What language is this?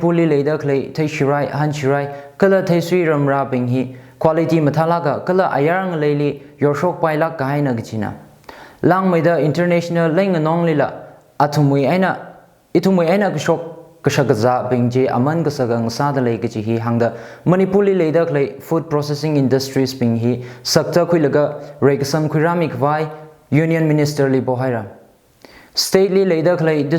Tangkhul Naga (India)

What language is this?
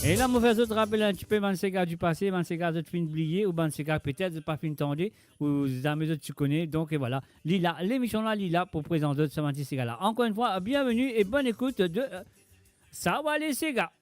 Morisyen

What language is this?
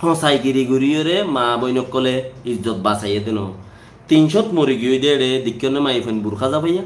Rohingya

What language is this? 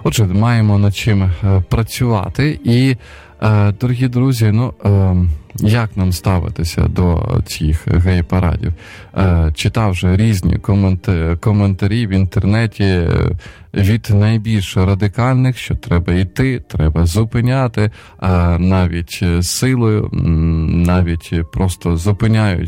Ukrainian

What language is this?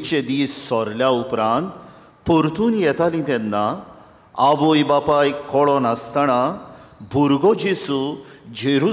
Konkani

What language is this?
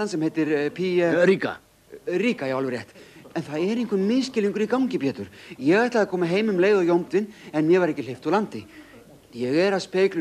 Icelandic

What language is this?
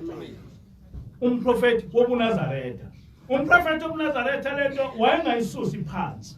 Zulu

